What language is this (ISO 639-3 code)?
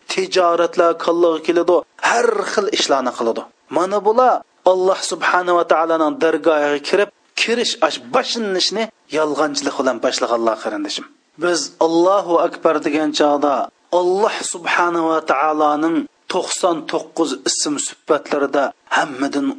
uig